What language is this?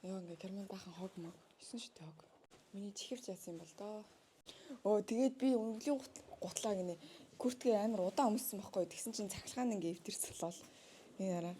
Mongolian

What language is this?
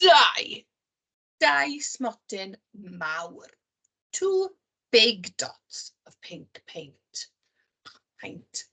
Welsh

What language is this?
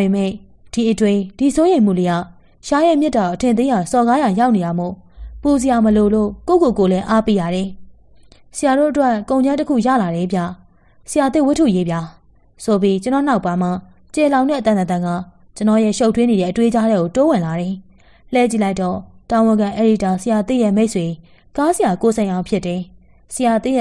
Burmese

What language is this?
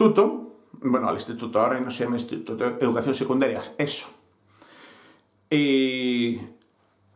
Spanish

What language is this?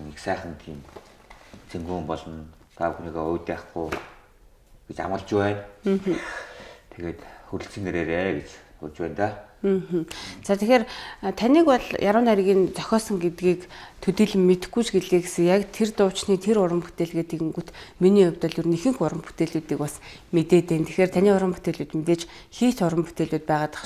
Mongolian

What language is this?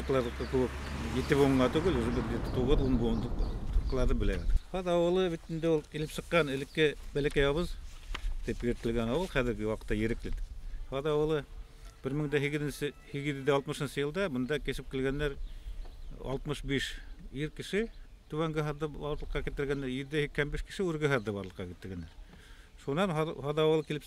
Bashkir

